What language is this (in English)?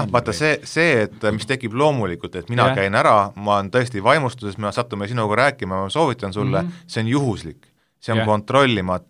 Estonian